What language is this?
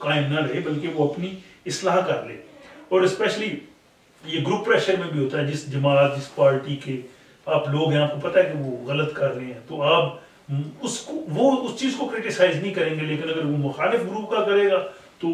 Urdu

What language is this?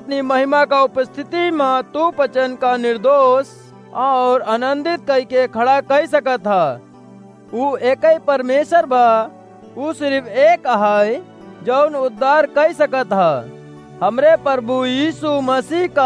Awadhi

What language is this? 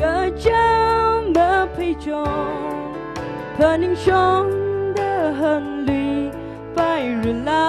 Tangkhul Naga (India)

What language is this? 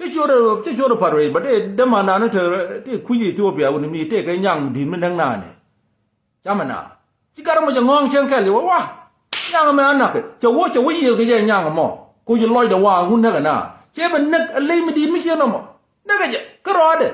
Nuer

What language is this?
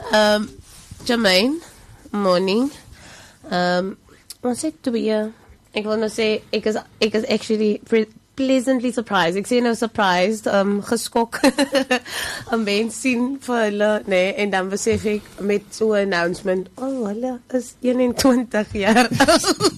Afrikaans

